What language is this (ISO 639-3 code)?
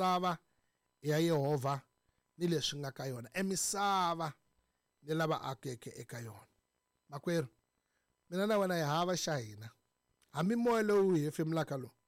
tso